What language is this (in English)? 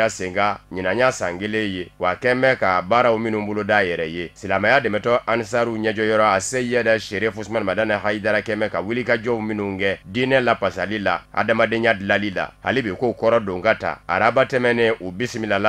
Bambara